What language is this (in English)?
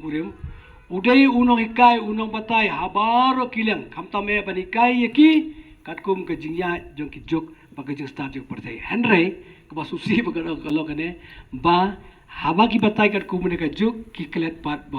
Khasi